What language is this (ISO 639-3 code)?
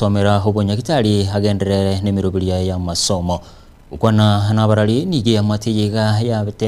guz